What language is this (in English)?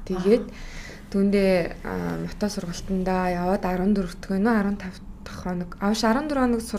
Mongolian